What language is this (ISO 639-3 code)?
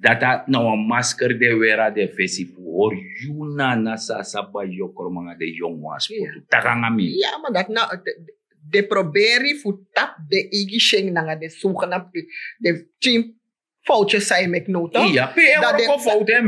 srn